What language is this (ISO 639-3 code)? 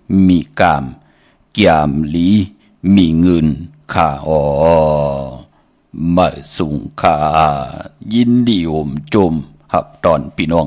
shn